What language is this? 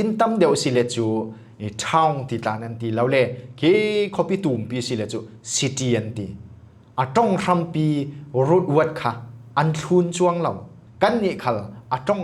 Falam Chin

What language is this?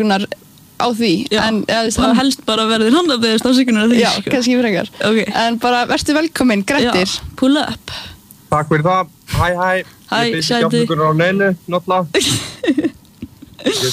Icelandic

